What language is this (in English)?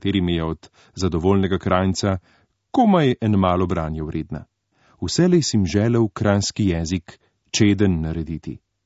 Slovenian